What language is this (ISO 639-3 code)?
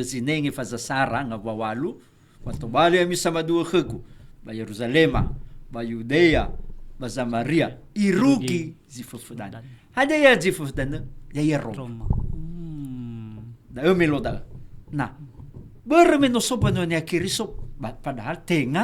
nia